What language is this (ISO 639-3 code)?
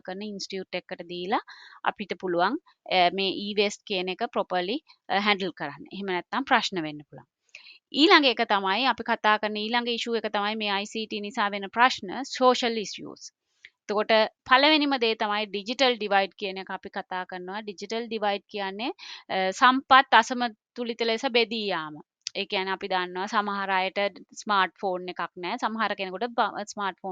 sin